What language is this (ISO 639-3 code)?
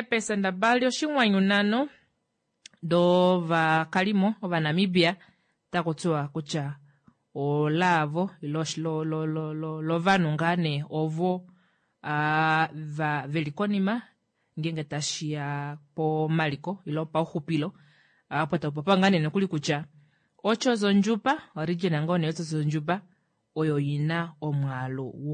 kua